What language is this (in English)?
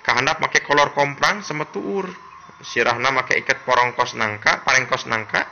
Sundanese